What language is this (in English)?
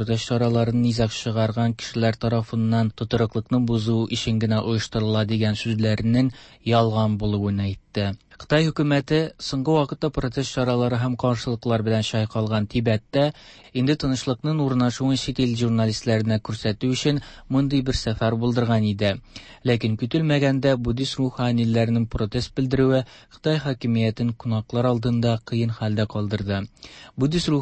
Tatar